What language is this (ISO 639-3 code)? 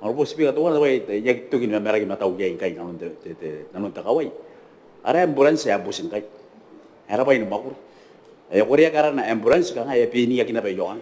gil